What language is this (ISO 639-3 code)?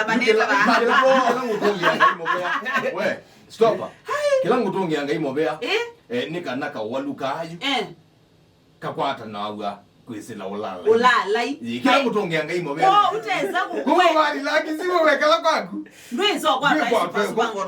kam